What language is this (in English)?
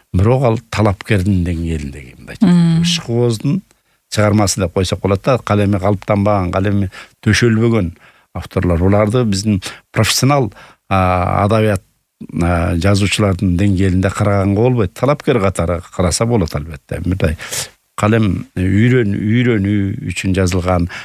Kyrgyz